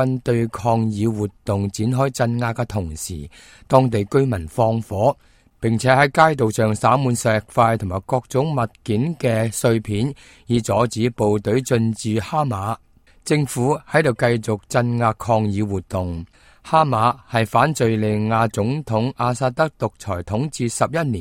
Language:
Cantonese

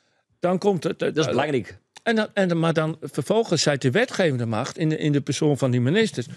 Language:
Western Frisian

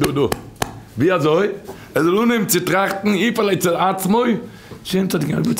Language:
Yiddish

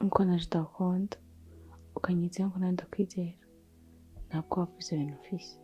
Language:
Rundi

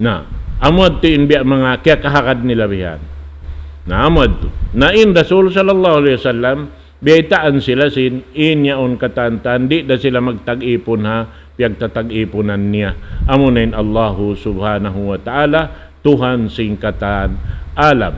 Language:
Tausug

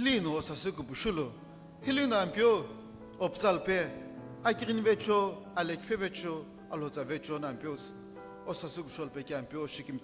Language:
Sumi Naga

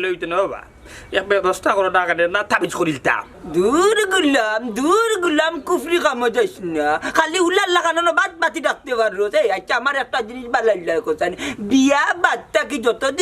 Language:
Sylheti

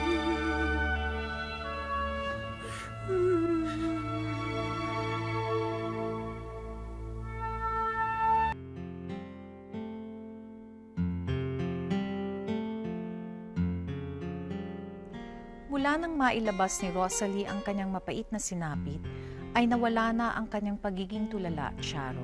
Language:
Filipino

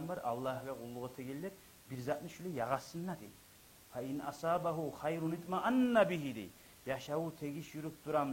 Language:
Kumyk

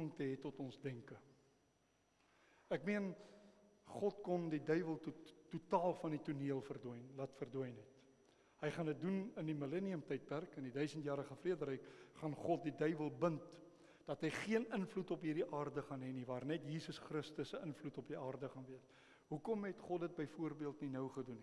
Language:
Afrikaans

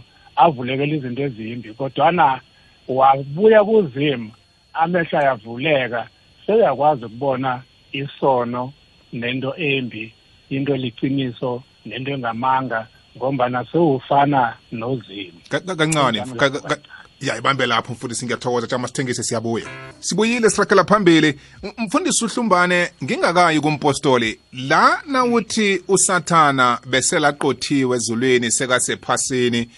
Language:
South Ndebele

